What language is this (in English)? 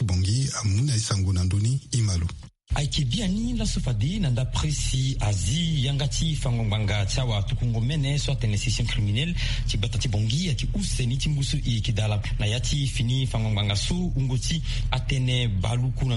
Sango